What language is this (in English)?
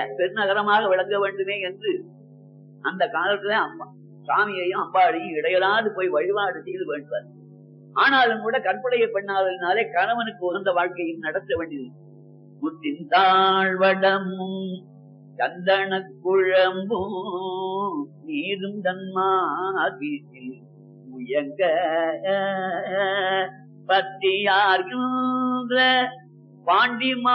Tamil